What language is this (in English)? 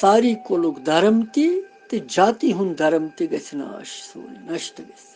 Kashmiri